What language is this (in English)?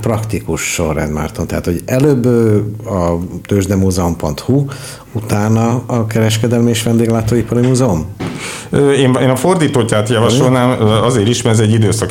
Hungarian